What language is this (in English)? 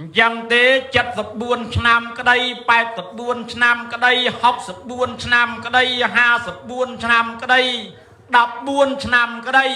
Khmer